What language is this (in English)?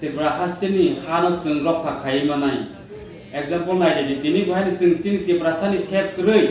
Kok Borok